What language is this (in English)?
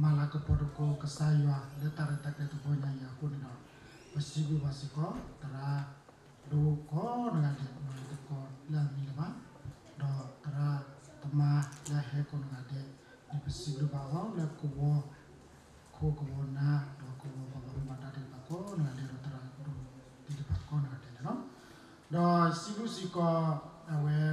S'gaw Karen